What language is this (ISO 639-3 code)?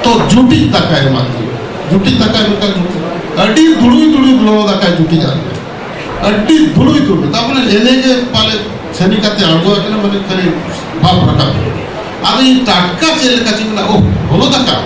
sat